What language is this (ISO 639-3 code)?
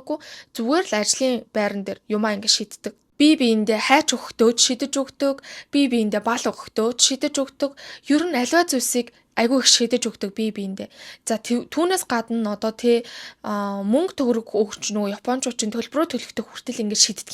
mon